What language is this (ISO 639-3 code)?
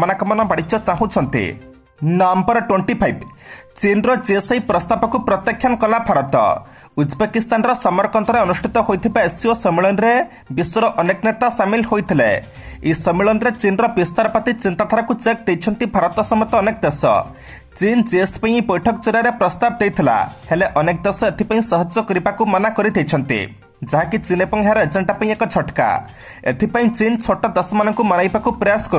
ori